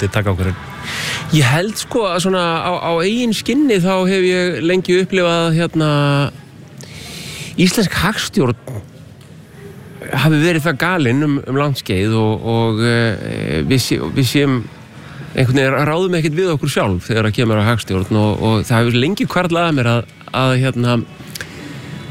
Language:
Icelandic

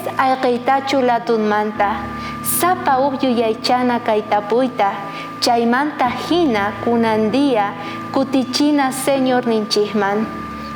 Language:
South Bolivian Quechua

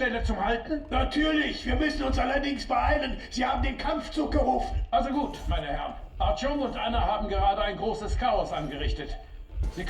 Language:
Bavarian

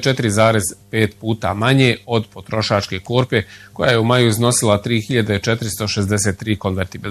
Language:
Bosnian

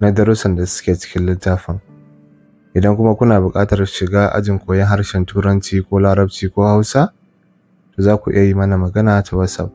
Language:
Hausa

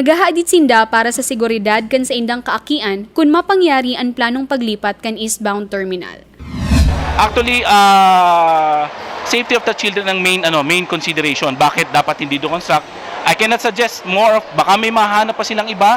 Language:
Bikol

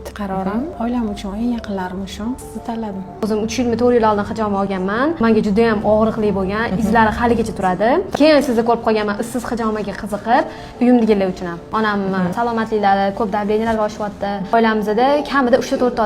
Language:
Uzbek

